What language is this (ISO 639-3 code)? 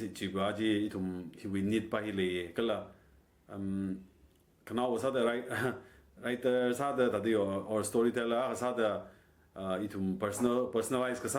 nmf